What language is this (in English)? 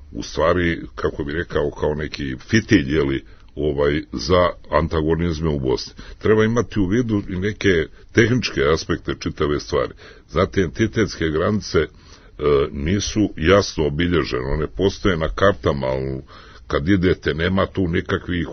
Serbian